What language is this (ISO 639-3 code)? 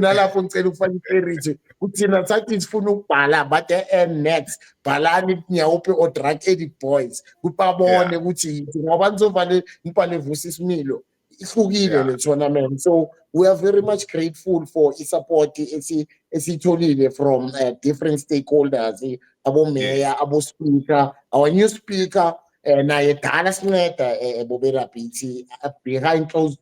zul